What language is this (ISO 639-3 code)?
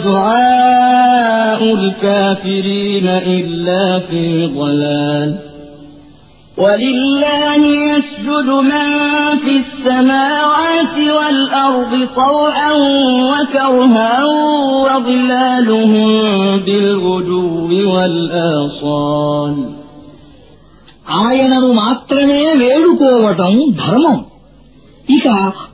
tel